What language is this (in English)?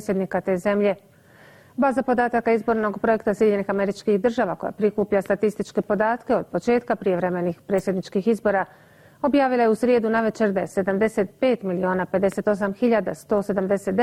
Bosnian